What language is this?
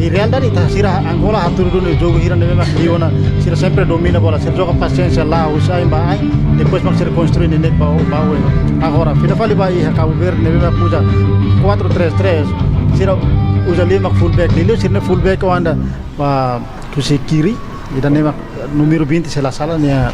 Tetum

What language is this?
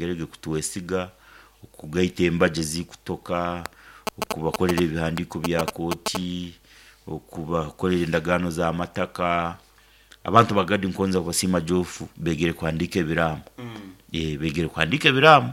Nyankole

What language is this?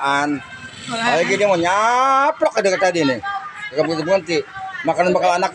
Betawi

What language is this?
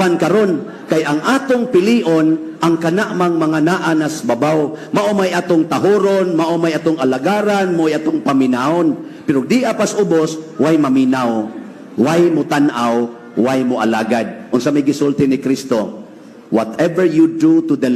Cebuano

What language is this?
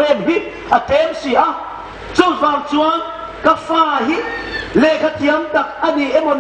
Hmar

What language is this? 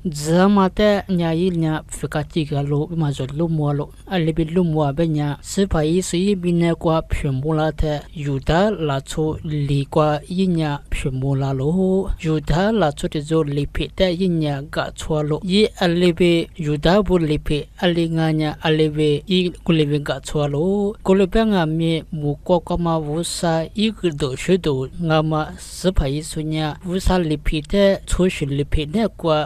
Lisu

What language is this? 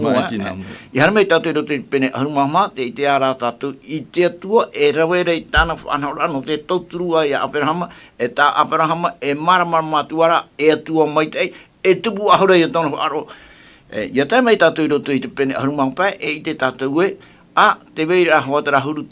Tahitian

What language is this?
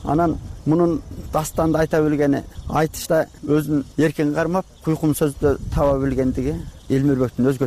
Kyrgyz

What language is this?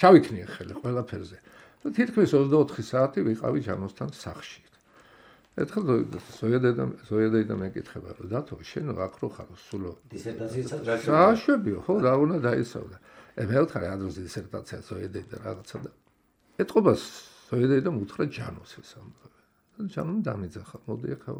Georgian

